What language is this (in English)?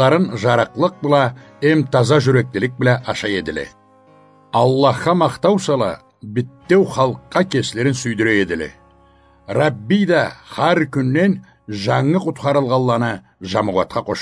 Karachay-Balkar